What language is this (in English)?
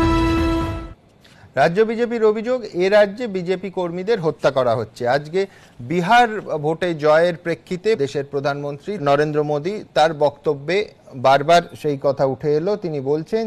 Bangla